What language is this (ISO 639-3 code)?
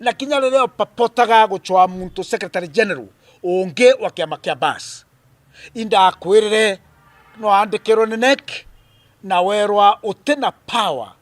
mer